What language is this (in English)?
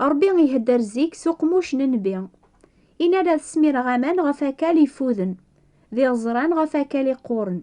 Kabyle